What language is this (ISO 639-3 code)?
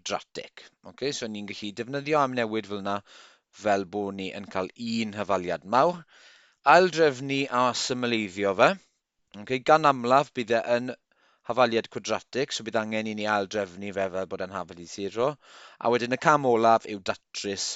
cym